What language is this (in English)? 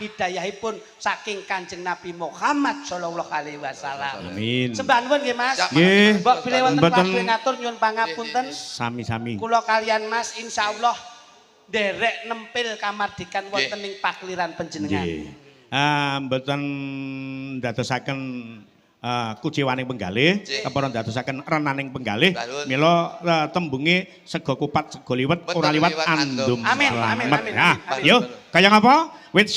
Javanese